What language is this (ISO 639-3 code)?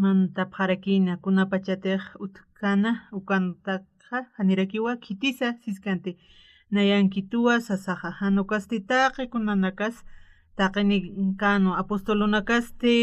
aym